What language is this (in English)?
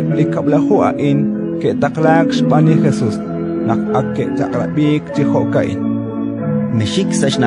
Kekchí